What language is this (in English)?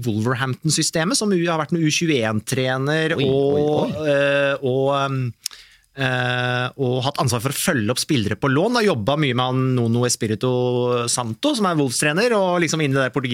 Norwegian